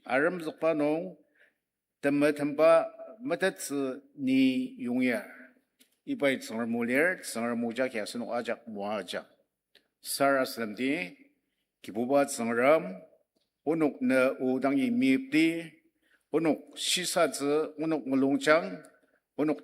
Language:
Ao Naga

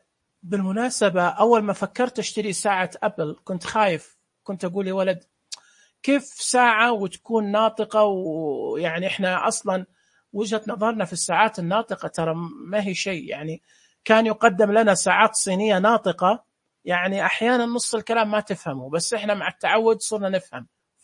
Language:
Najdi Arabic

